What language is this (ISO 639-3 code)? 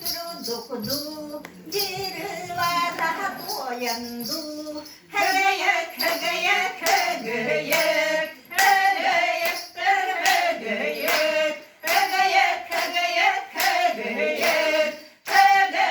sah